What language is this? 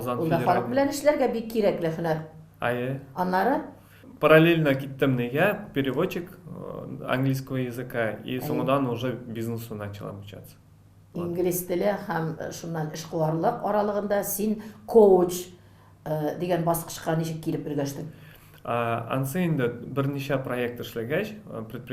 Tatar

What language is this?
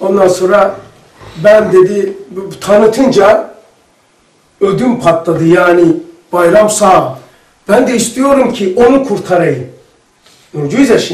Turkish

